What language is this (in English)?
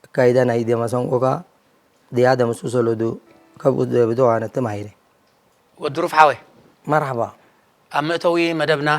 Tigrinya